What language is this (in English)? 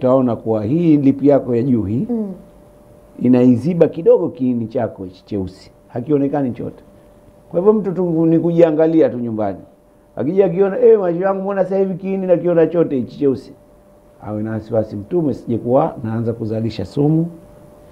Swahili